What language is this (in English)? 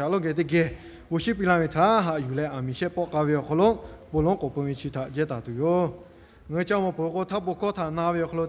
Lahu